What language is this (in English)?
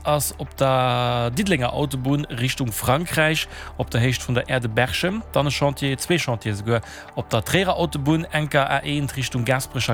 Luxembourgish